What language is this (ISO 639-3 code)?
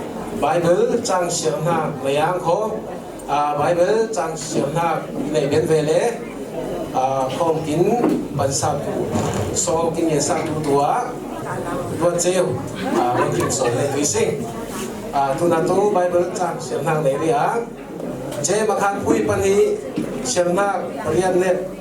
cfm